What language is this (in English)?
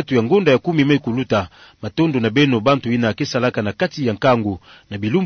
Kituba (Democratic Republic of Congo)